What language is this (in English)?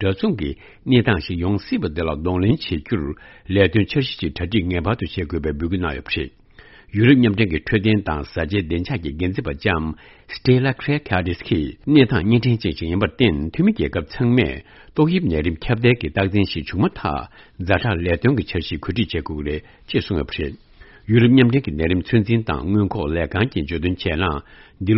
Tibetan